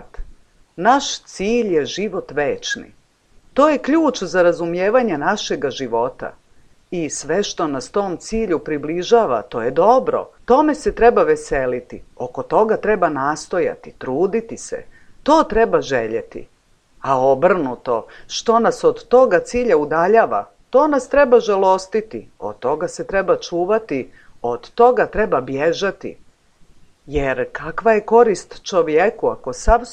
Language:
Serbian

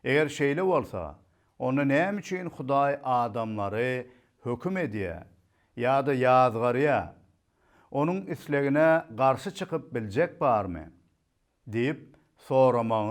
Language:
Turkmen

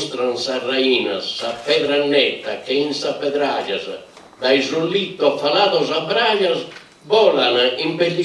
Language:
Sardinian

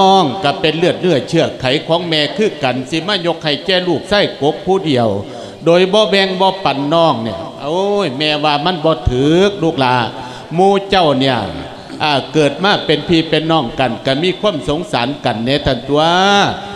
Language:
Lao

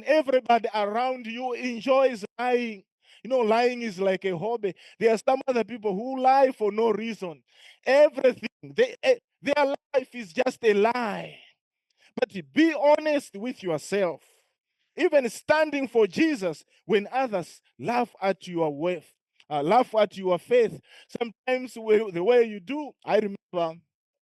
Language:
English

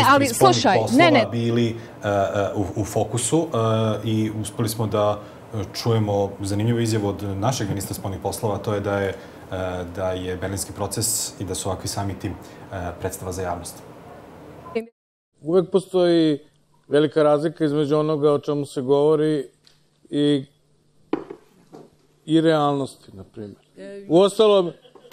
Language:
Serbian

